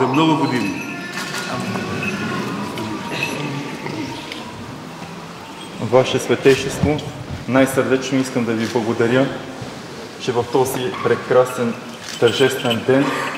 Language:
Bulgarian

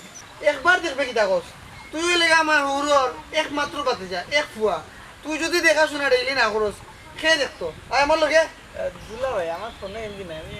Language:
Sylheti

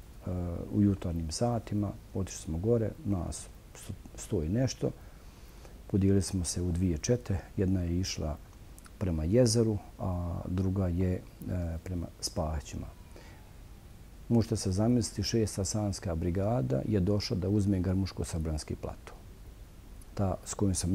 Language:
Bosnian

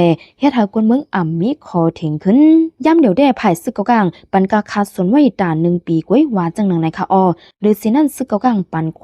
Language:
Shan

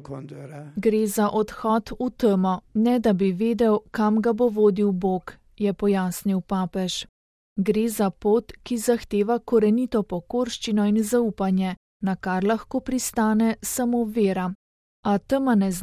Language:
Slovenian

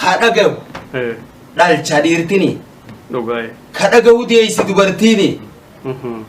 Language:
Oromo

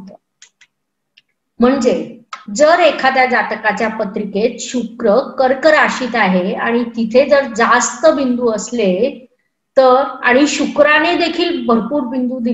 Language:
Marathi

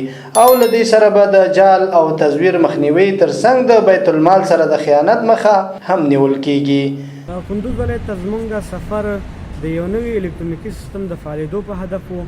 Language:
Pashto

